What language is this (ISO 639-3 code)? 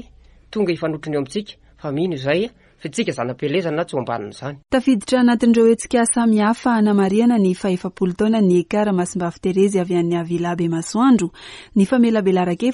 mlg